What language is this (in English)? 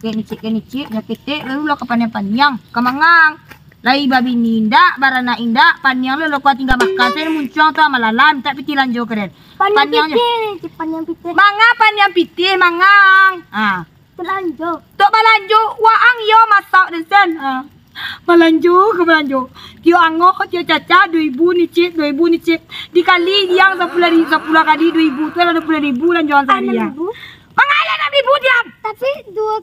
Minangkabau